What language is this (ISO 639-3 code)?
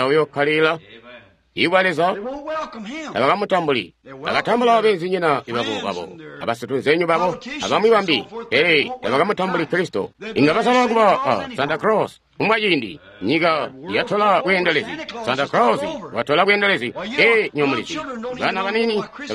toi